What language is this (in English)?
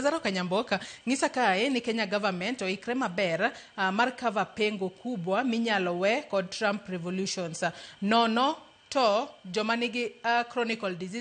Luo (Kenya and Tanzania)